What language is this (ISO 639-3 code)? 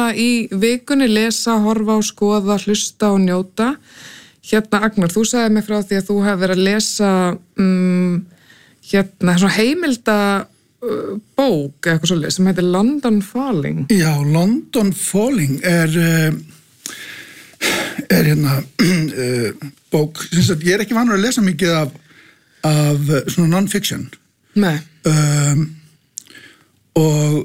isl